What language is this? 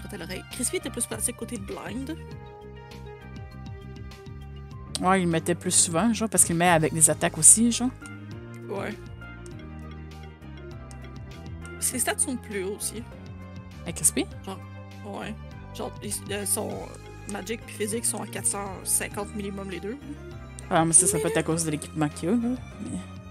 French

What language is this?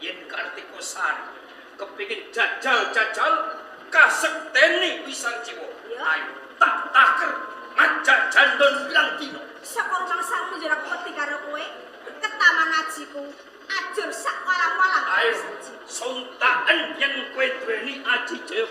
Javanese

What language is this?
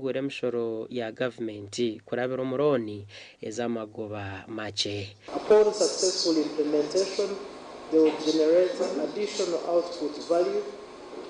Nyankole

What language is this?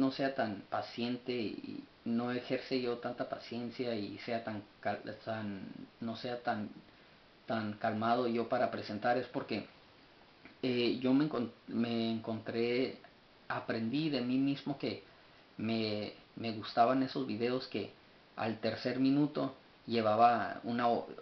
Spanish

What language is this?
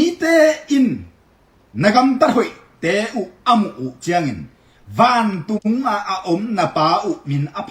Tedim Chin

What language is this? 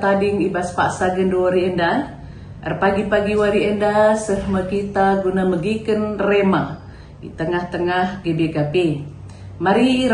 Batak Karo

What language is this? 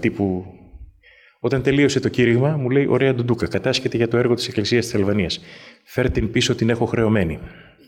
Greek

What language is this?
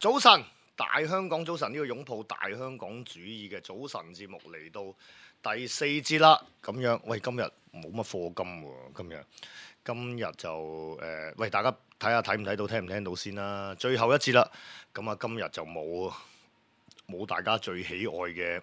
Cantonese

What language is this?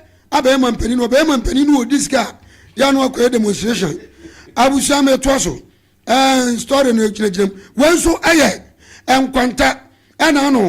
Akan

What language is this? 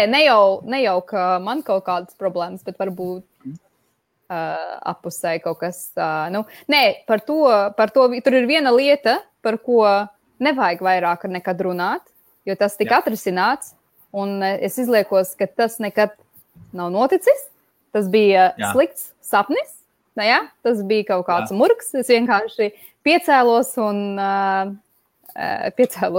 Latvian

